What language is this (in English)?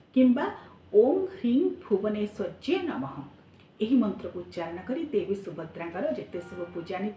Odia